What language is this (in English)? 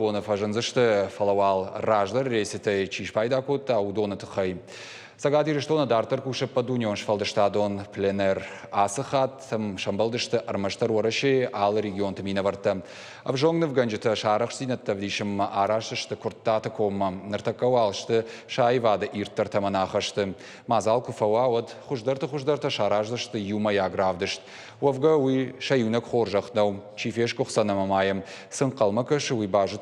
Ossetic